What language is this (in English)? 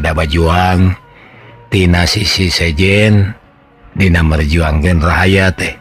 Sundanese